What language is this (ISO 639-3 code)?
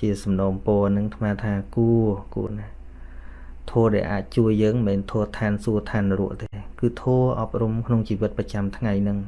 khm